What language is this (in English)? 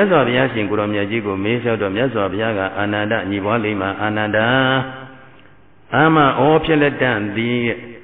Burmese